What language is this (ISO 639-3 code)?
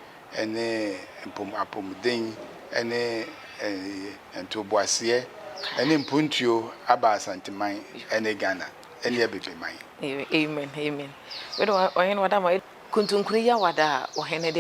aka